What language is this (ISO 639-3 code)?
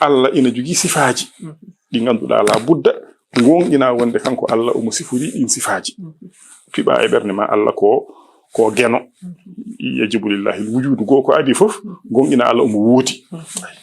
ful